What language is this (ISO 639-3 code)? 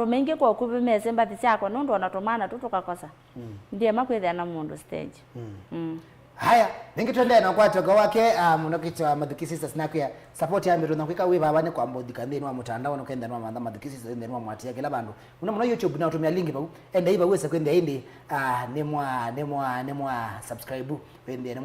kam